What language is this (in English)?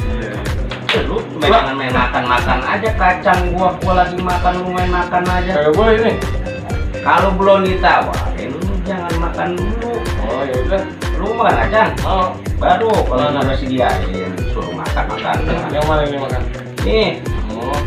Betawi